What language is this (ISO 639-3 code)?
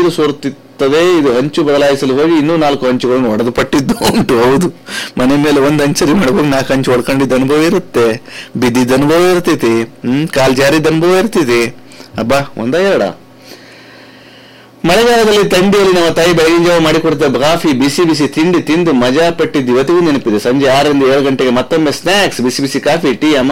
kan